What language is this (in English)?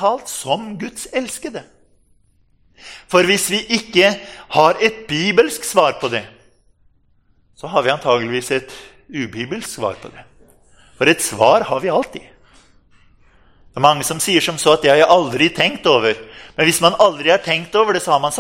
Norwegian